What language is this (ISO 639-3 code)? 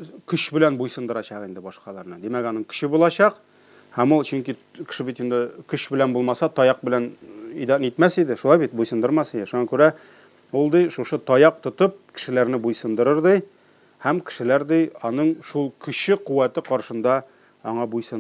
tat